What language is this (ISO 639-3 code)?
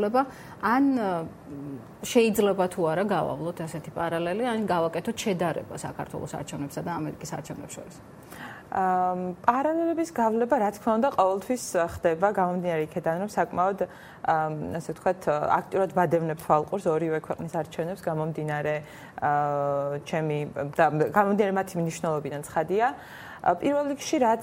kat